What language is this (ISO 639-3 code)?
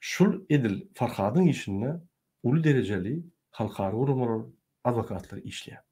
tuk